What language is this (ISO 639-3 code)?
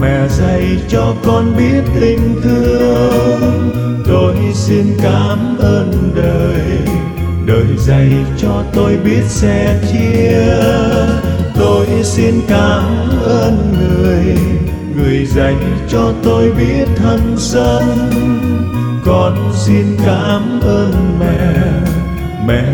vie